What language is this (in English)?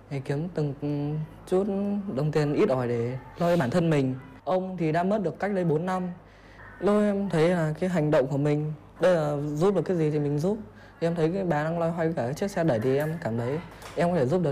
Vietnamese